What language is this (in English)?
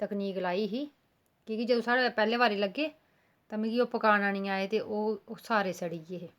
Dogri